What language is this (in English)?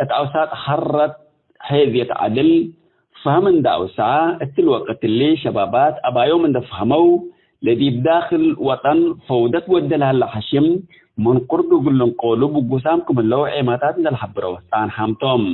Tigre